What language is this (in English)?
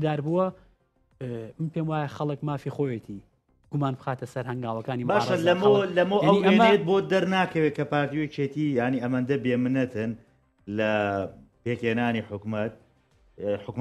Central Kurdish